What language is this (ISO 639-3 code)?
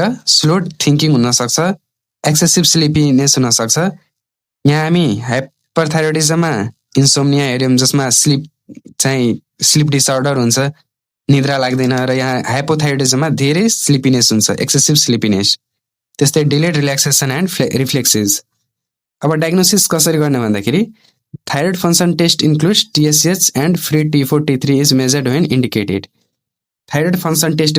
nep